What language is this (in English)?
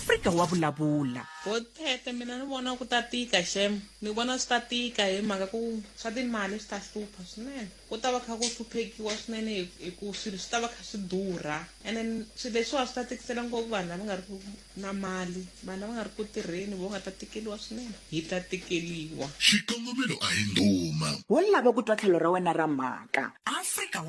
Tsonga